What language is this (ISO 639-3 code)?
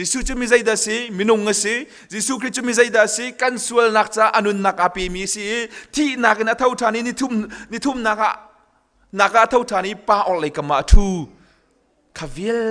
cnh